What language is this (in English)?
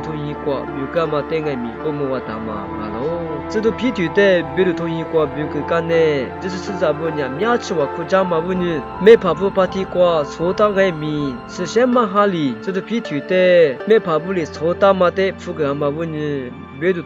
Lisu